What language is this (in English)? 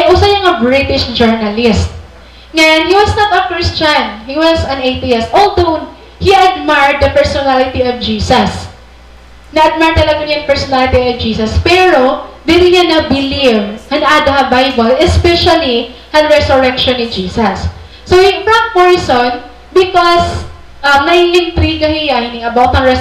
Waray